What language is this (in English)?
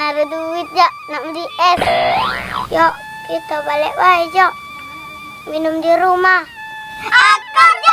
Musi